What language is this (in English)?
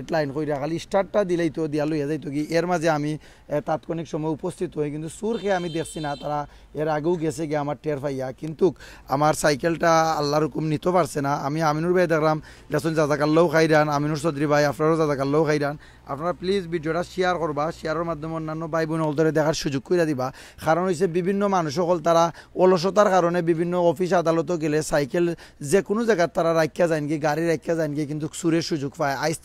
Sylheti